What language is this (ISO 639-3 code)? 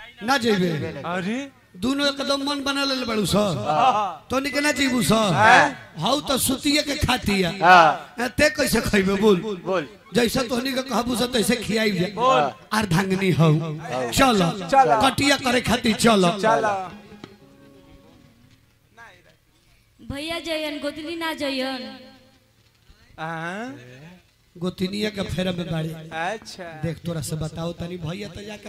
bho